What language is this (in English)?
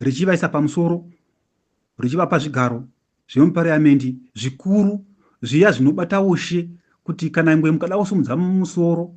Shona